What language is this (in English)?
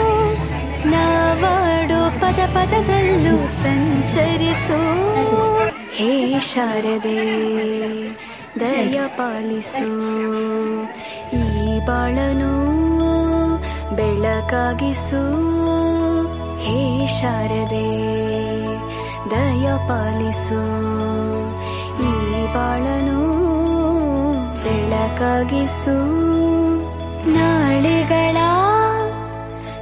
Kannada